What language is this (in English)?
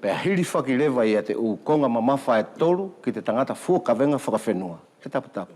Wallisian